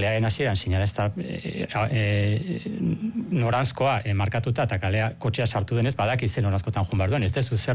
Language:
Basque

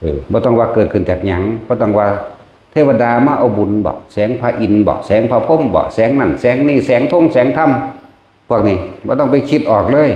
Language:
Northeastern Thai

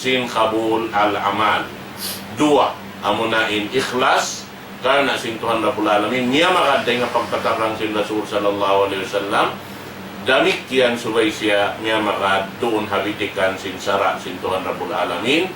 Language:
Tausug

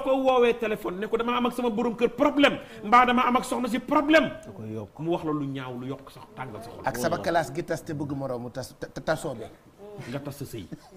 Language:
Wolof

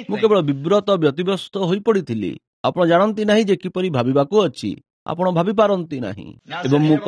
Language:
Odia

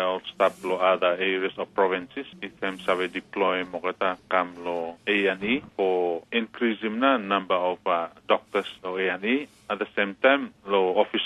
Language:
Tok Pisin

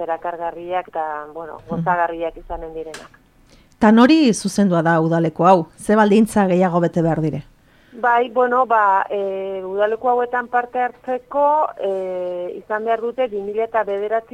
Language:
Basque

